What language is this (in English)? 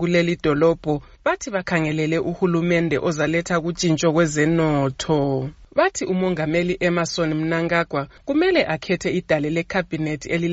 North Ndebele